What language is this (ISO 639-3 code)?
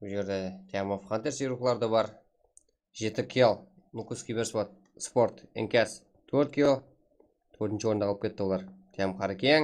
kaa